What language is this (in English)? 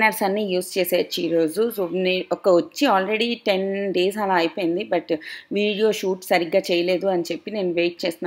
Telugu